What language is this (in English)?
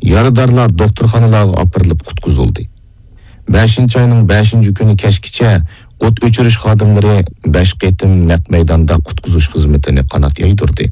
Uyghur